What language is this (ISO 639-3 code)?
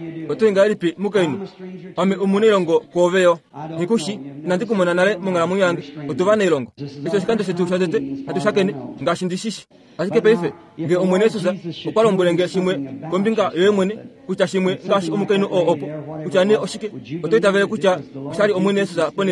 kua